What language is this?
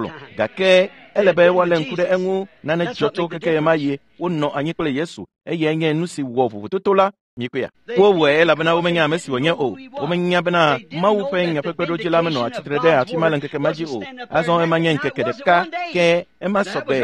Ewe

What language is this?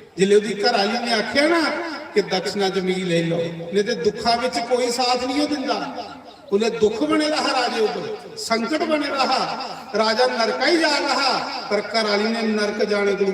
Dogri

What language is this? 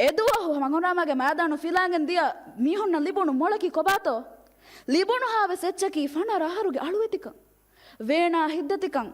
Divehi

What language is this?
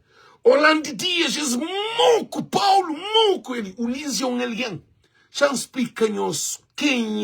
Kabuverdianu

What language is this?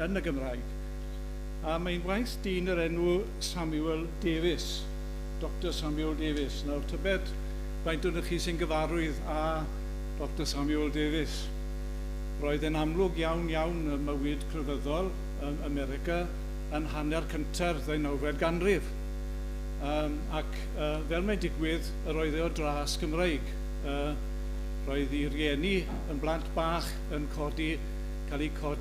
Welsh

